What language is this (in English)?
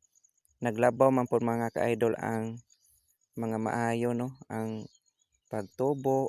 Cebuano